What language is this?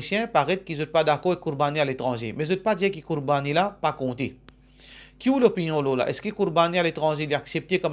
Morisyen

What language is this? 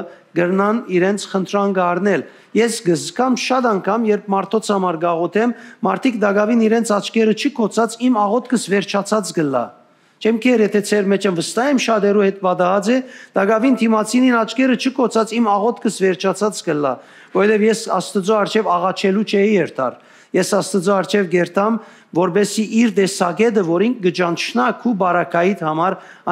Western Armenian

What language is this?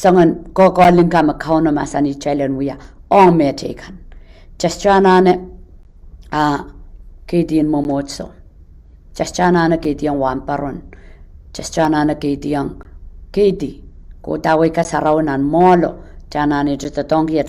Pohnpeian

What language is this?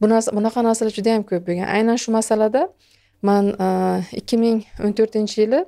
Uzbek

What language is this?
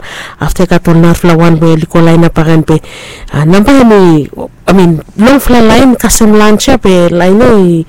Bislama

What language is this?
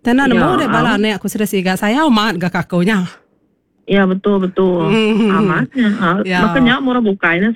Iban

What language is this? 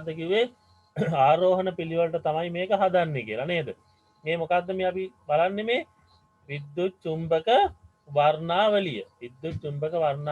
Sinhala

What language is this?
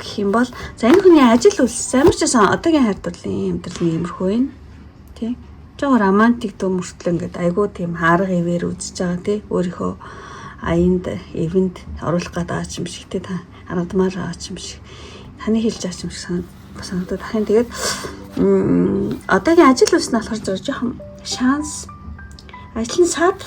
Mongolian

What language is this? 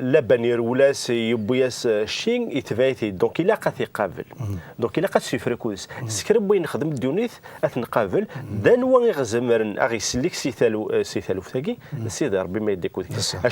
Kabyle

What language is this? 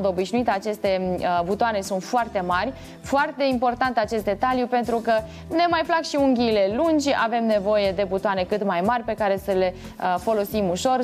Romanian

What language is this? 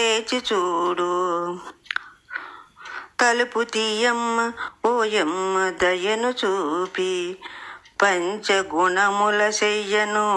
Telugu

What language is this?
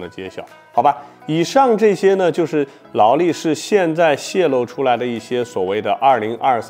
Chinese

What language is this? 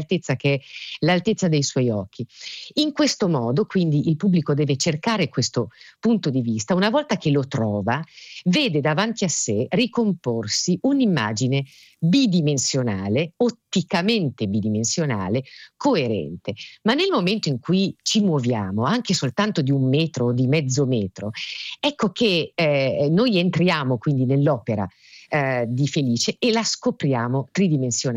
Italian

